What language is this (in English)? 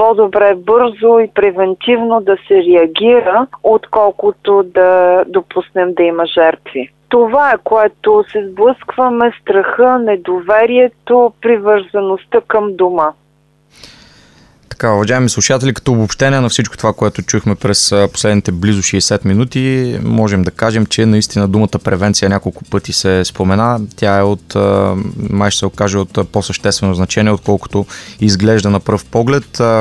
Bulgarian